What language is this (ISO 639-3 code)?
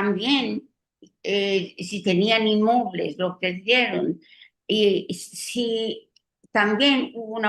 lad